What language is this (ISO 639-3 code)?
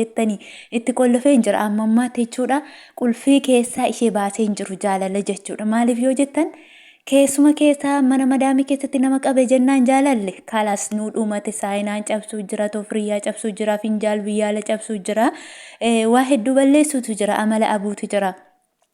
orm